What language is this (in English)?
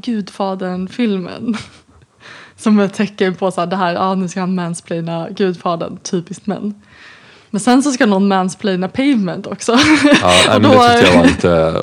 Swedish